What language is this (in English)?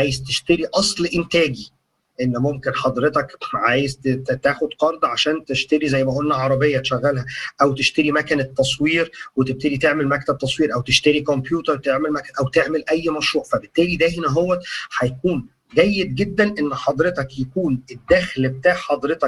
Egyptian Arabic